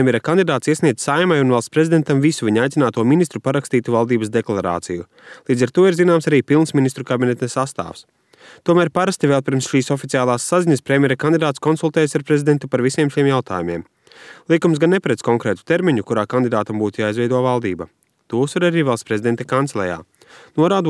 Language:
Latvian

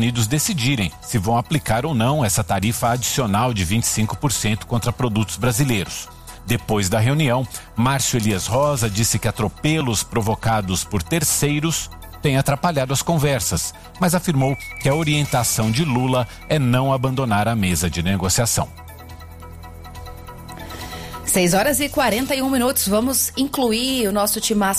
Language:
Portuguese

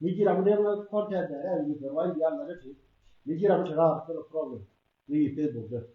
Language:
Nuer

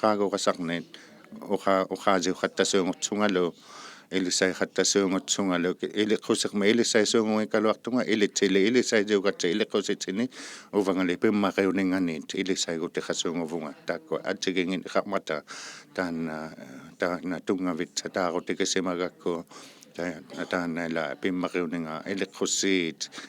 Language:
Inuktitut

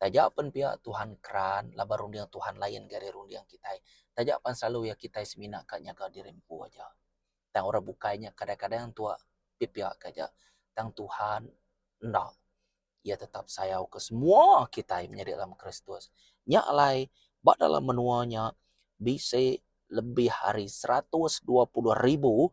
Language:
Iban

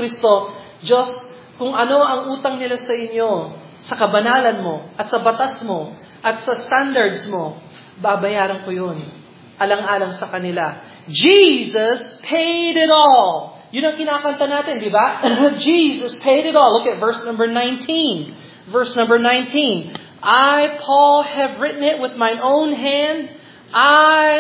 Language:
Filipino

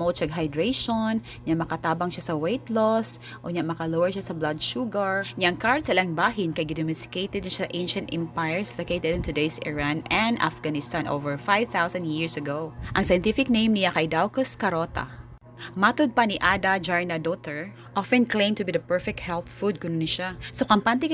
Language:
Cebuano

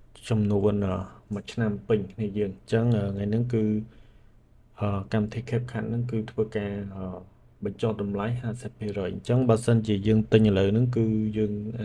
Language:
Khmer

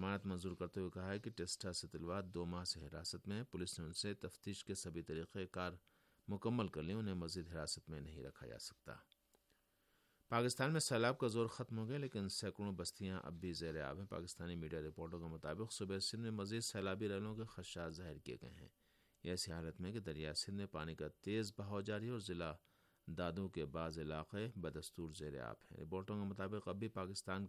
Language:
Urdu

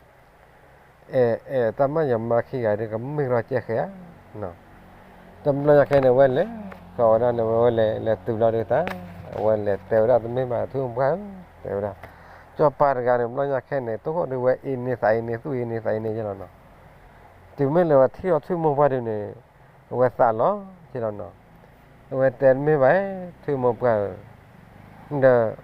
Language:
S'gaw Karen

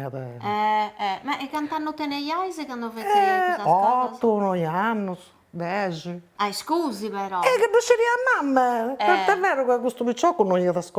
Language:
Sardinian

